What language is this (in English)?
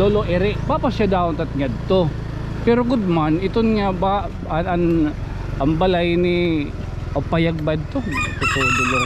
Waray